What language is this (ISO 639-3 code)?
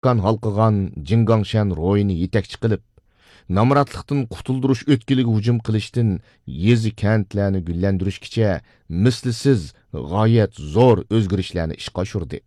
uig